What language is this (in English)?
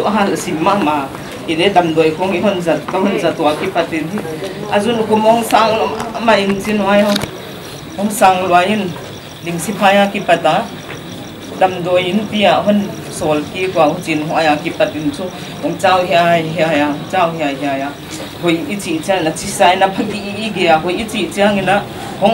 Paite Chin